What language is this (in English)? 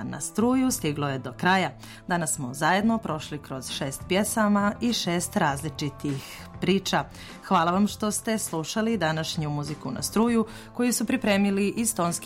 Serbian